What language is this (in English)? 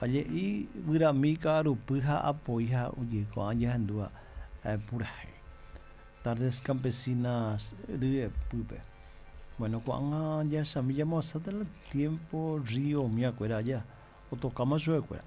Guarani